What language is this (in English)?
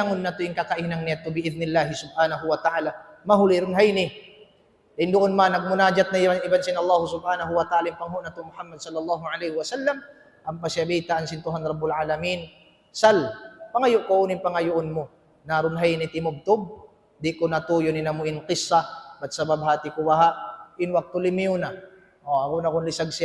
Tausug